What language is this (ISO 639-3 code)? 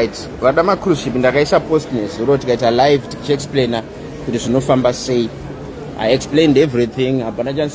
sna